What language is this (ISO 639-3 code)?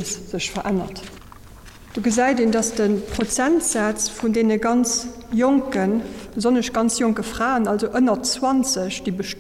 ltz